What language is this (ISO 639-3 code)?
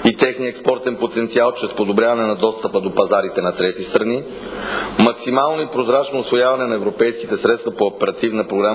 bul